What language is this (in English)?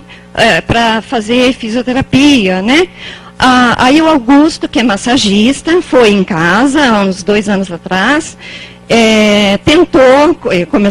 Portuguese